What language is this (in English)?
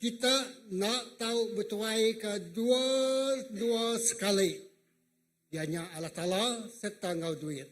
Iban